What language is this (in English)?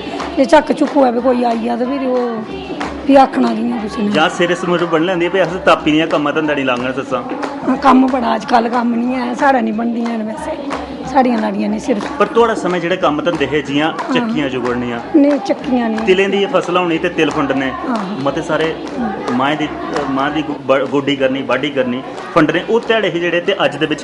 Dogri